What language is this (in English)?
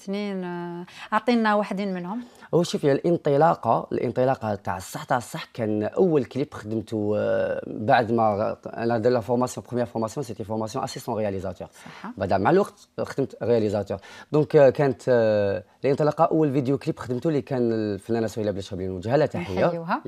Algerian Arabic